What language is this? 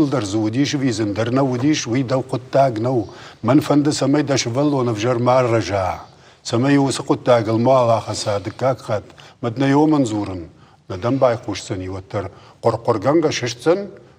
Ossetic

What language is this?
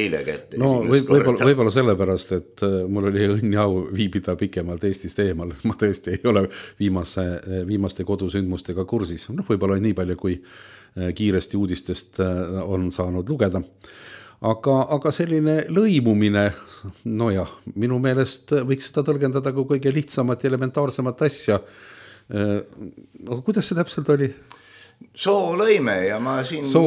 Estonian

